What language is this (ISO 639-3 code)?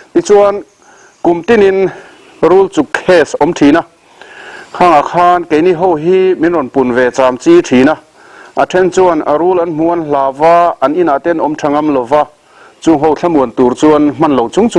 lus